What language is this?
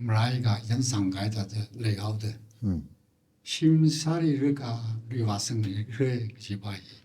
Tangkhul Naga (India)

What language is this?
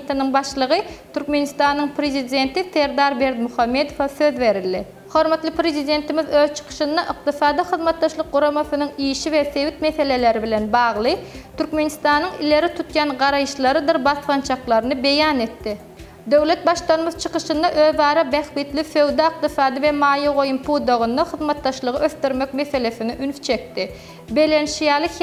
Turkmen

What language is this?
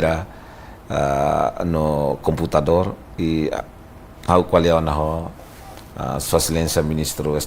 Tetum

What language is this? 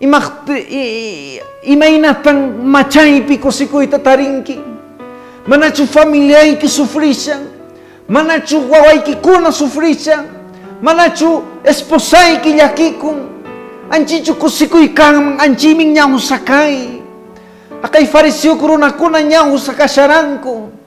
Quechua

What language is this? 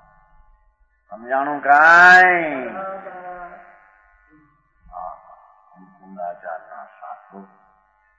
Gujarati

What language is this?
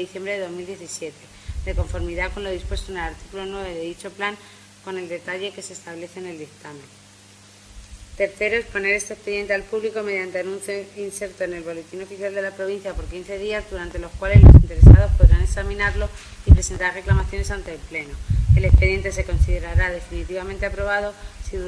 Spanish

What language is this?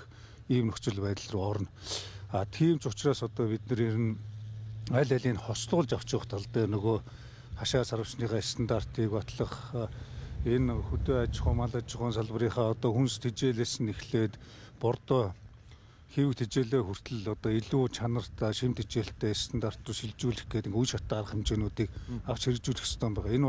Mongolian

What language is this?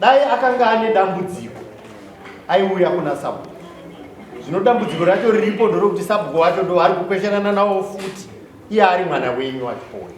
Shona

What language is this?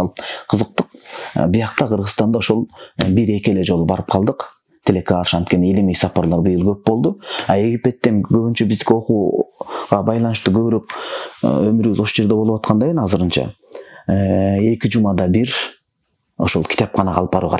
Kyrgyz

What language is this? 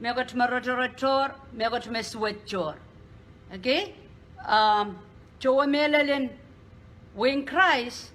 Pohnpeian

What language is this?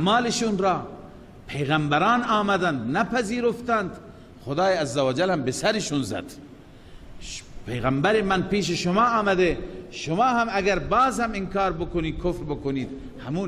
Persian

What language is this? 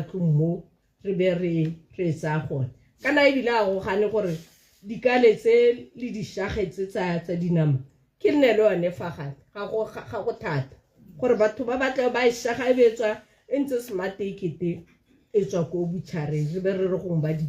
Tswana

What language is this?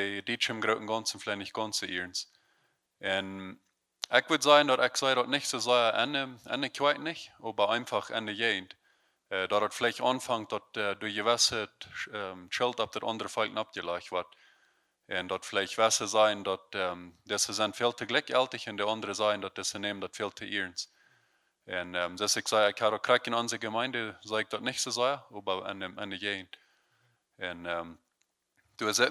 Plautdietsch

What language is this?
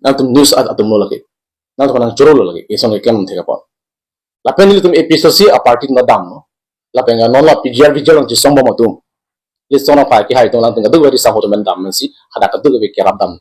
Karbi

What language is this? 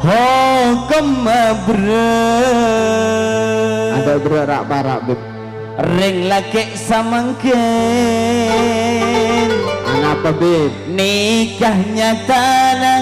Madurese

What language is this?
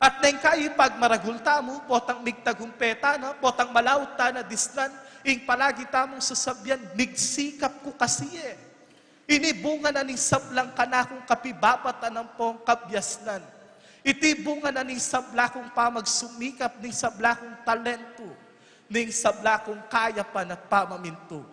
Pampanga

